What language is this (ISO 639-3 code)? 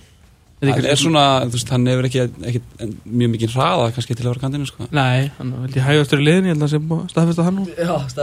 isl